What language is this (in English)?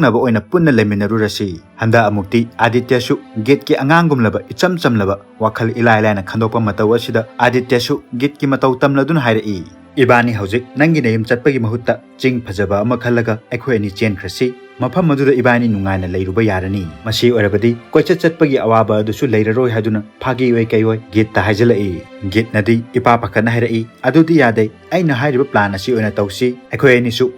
Manipuri